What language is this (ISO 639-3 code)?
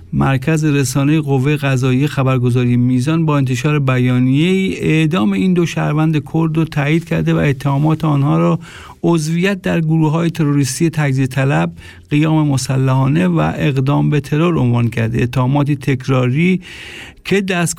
fas